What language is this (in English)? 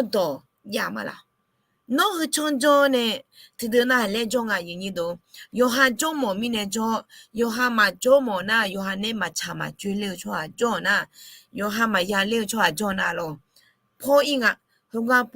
Akha